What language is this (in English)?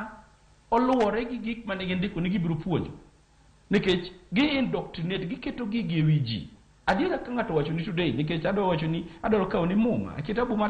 Luo (Kenya and Tanzania)